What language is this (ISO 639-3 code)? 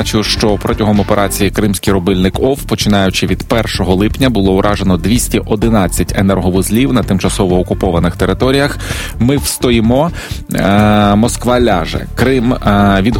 ukr